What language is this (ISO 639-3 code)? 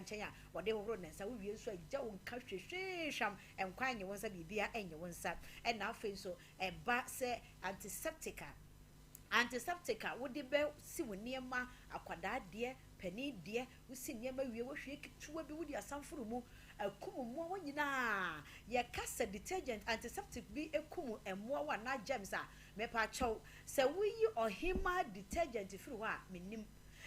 aka